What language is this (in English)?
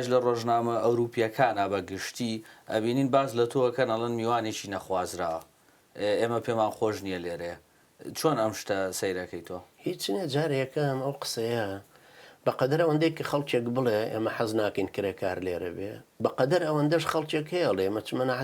Central Kurdish